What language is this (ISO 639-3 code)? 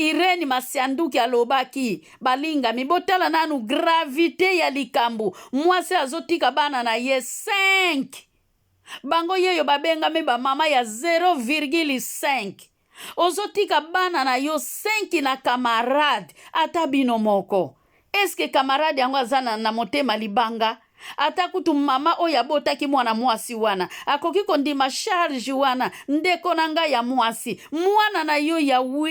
lin